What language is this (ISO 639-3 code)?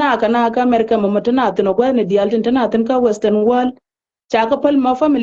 nus